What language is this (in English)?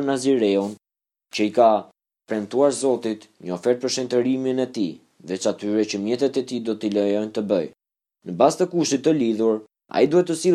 Albanian